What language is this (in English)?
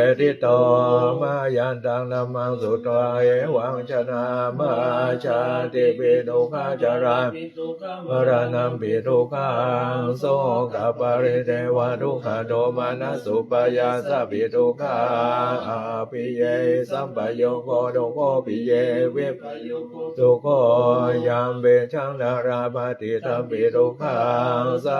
Pali